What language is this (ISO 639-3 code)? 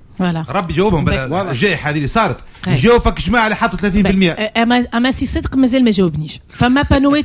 aeb